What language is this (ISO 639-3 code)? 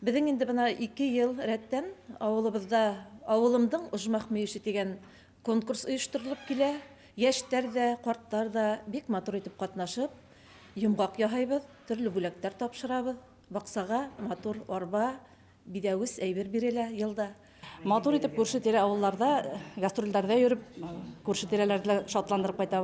bak